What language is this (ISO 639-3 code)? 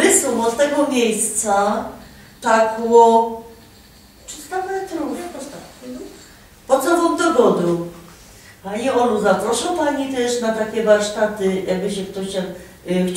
szl